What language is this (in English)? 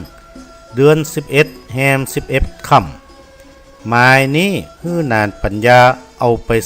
Northern Thai